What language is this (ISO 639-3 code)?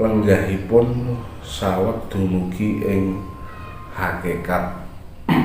jav